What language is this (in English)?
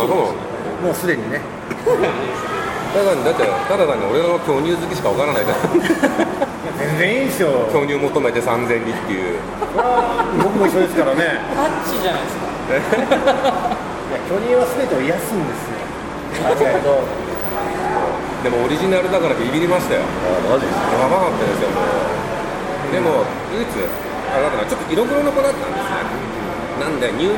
Japanese